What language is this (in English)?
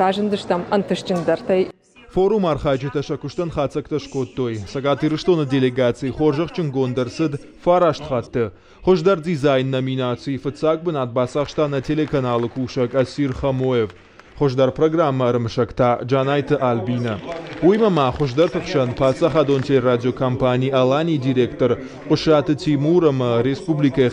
Ossetic